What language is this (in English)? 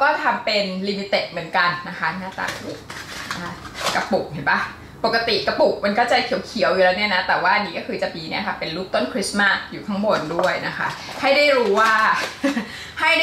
Thai